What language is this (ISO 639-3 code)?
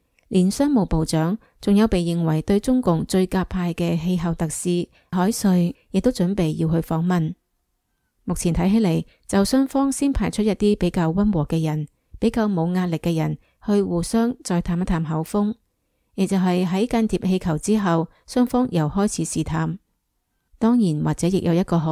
yue